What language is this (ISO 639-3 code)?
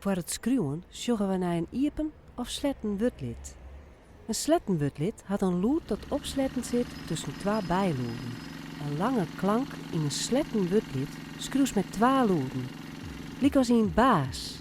fry